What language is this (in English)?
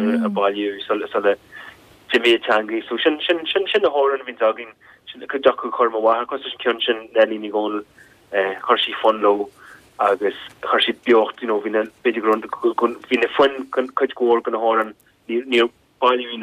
Irish